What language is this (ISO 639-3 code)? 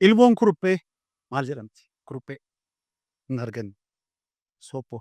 orm